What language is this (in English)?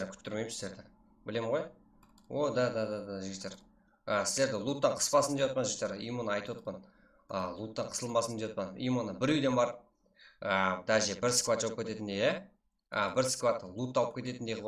Kara-Kalpak